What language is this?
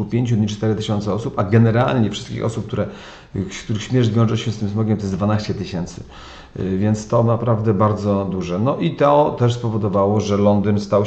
Polish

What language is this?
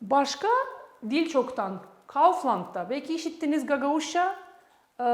Gagauz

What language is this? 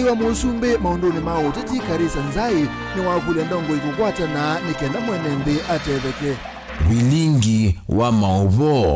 Kamba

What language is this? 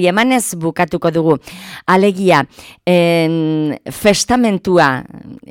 Basque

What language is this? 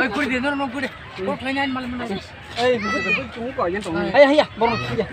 Kok Borok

